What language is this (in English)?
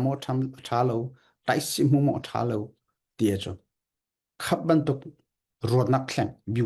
Falam Chin